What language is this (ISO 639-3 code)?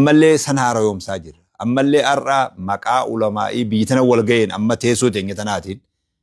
orm